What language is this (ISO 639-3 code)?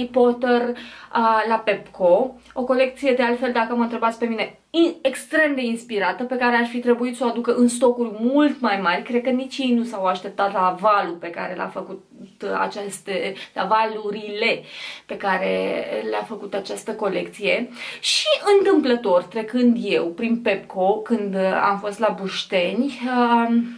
ron